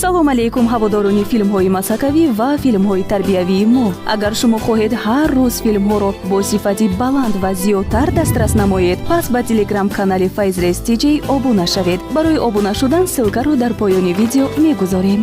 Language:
Tajik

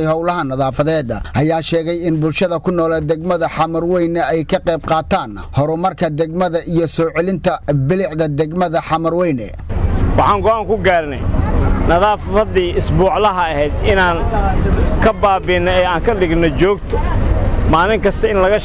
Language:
Somali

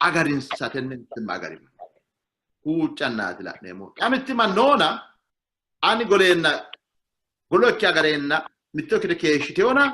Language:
Sidamo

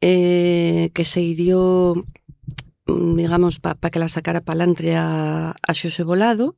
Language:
Asturian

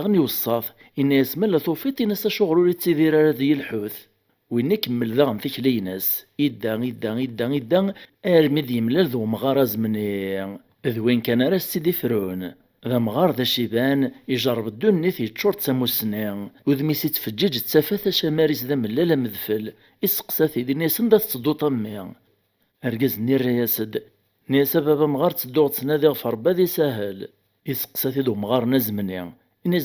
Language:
Kabyle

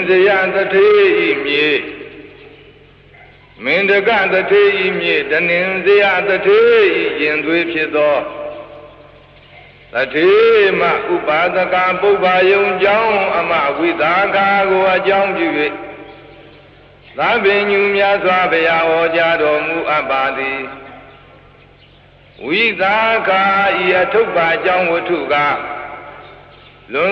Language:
Burmese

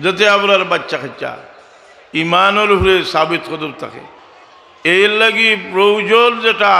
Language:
Sylheti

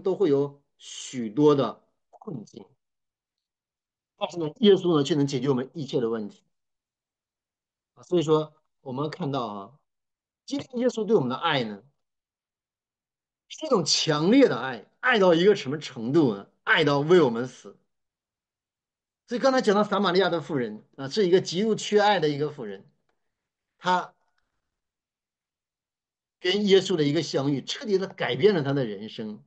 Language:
Chinese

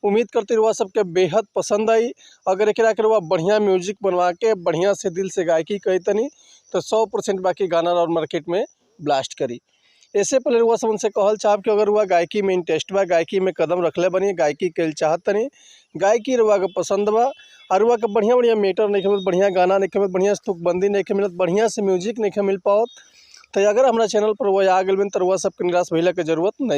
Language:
Bhojpuri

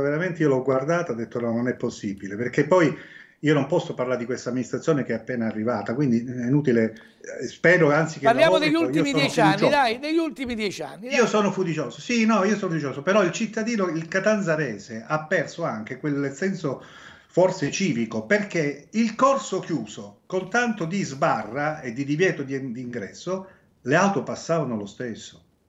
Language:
Italian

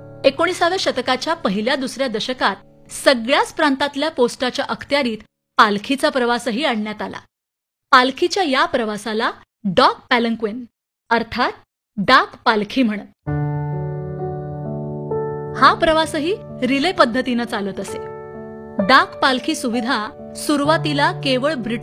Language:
Marathi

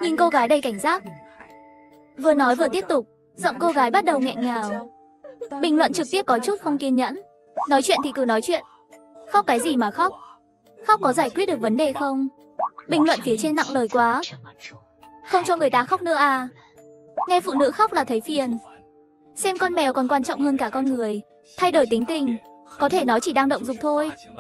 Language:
Vietnamese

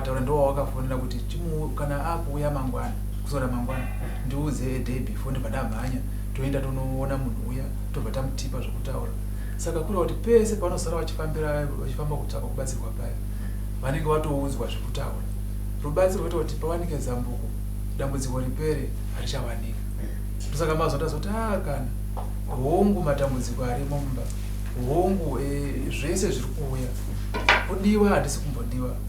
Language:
Shona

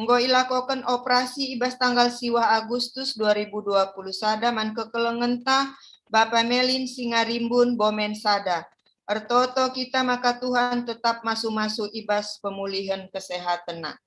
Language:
Batak Karo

